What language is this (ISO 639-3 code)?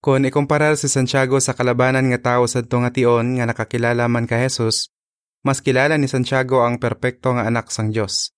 hil